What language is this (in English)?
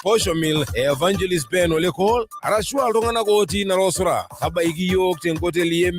Masai